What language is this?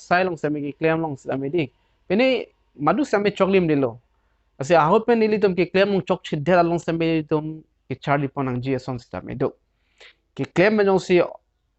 Karbi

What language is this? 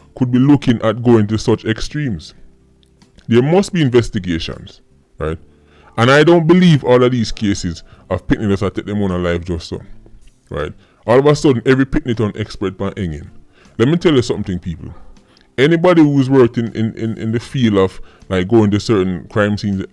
Jamaican Creole English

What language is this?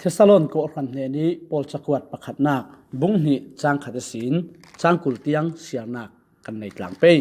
Falam Chin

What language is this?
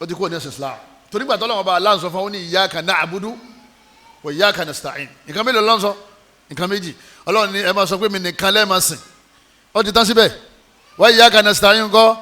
Yoruba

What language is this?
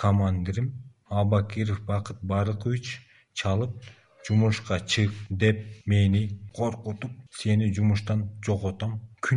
Kyrgyz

